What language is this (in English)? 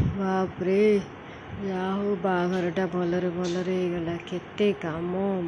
Odia